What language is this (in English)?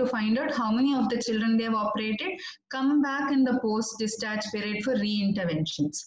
English